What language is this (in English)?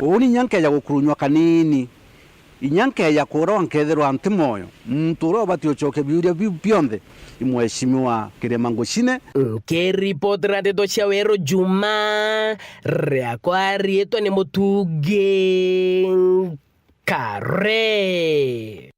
Meru